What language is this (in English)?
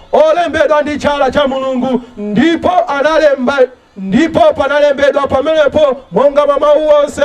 Nyanja